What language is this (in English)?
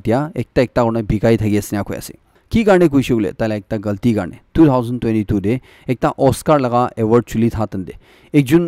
Naga Pidgin